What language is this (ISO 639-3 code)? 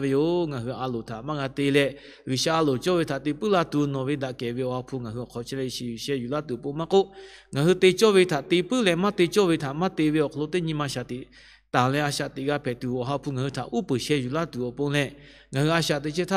lhu